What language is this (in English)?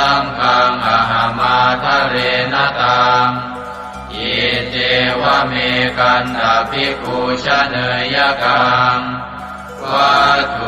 Pali